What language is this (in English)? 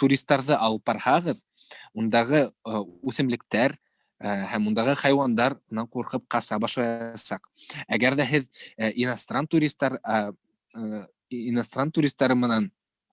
Bashkir